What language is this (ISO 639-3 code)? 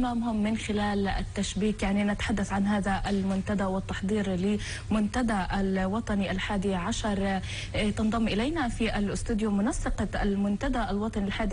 apc